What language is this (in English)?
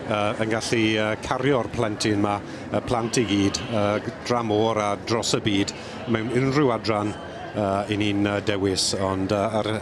Welsh